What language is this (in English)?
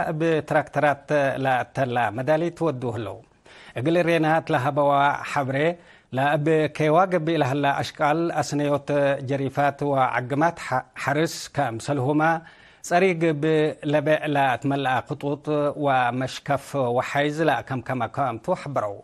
Tigre